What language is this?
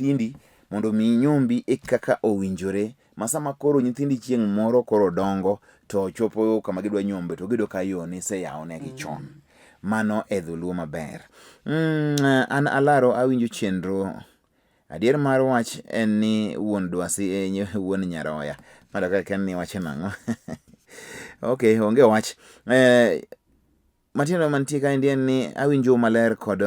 Luo (Kenya and Tanzania)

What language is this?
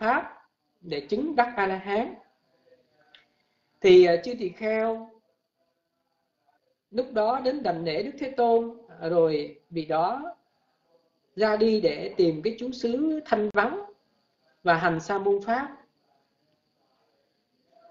Vietnamese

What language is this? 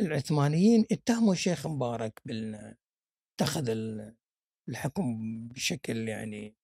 Gulf Arabic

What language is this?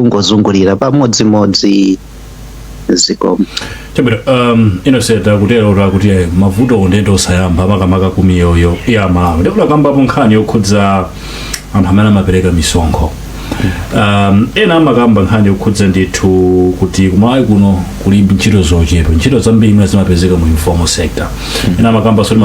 Nyanja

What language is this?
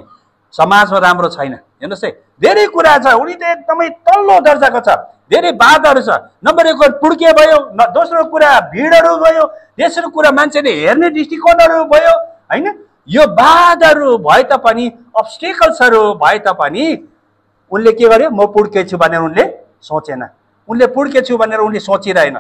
Nepali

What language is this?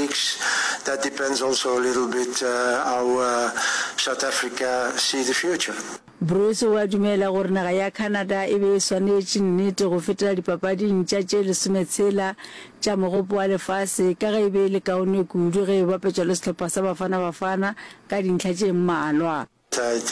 Northern Sotho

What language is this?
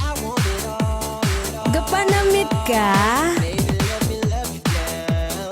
Hiligaynon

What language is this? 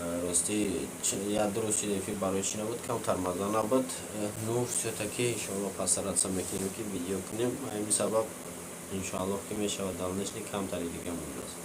Tajik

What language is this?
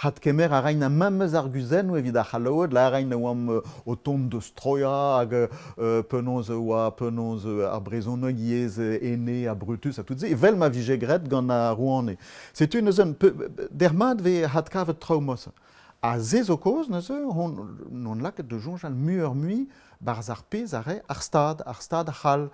Breton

